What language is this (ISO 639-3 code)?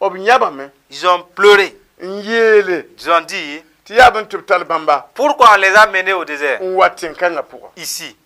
mos